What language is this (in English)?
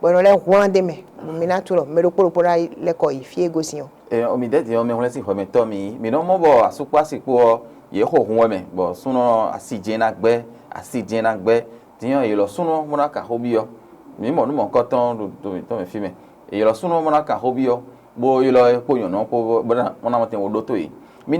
Fon